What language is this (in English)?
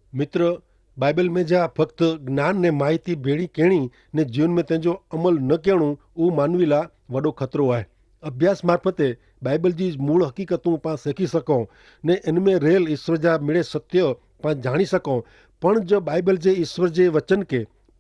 Kachhi